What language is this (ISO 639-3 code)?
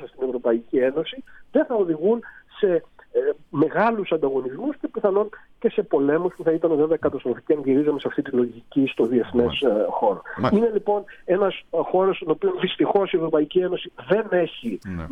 ell